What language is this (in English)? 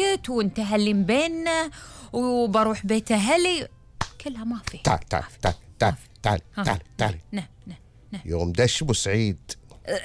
Gulf Arabic